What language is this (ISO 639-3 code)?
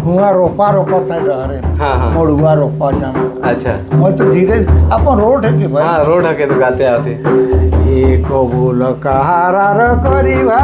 sck